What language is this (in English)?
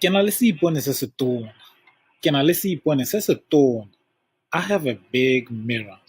Tswana